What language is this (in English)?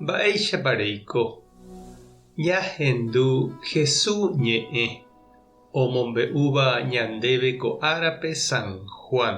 Guarani